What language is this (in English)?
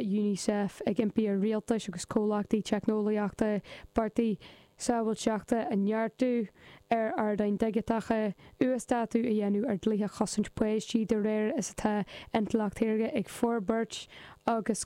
Irish